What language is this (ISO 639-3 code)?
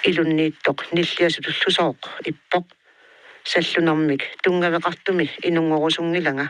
kal